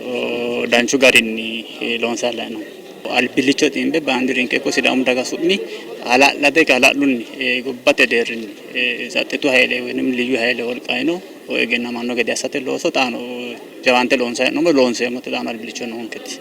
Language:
Sidamo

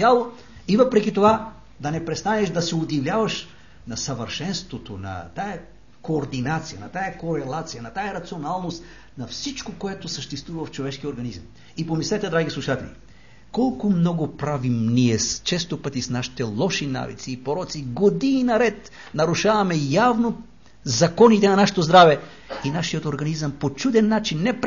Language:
Bulgarian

